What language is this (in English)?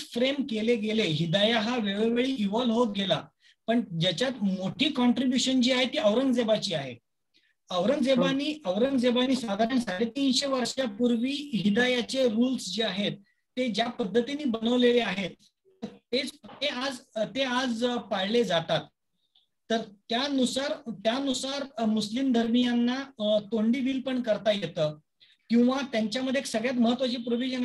Marathi